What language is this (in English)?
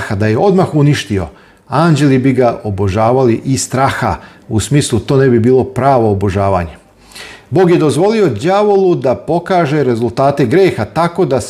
Serbian